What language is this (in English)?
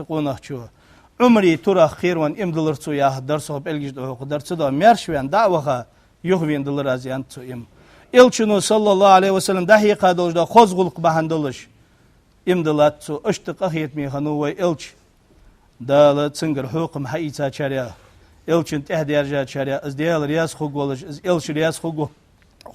Ingush